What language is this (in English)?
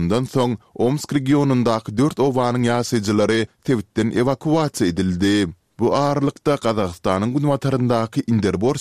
Turkmen